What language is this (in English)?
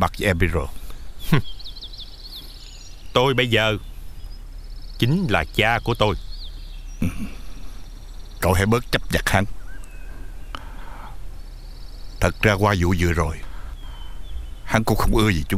Vietnamese